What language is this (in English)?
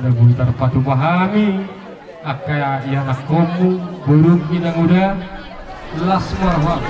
Batak Toba